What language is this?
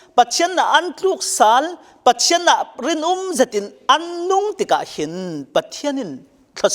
Falam Chin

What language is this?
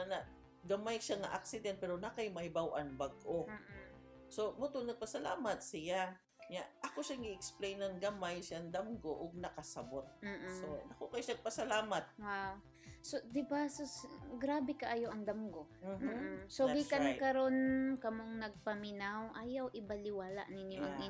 Cebuano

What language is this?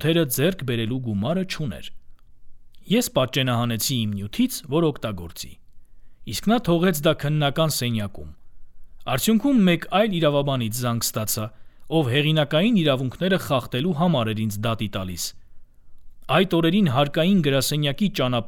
Armenian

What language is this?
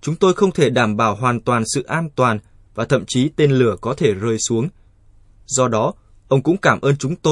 Vietnamese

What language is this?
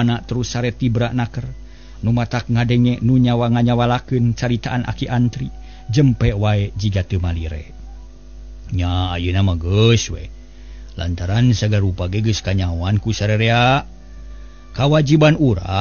Sundanese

